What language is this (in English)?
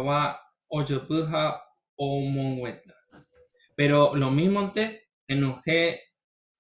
Guarani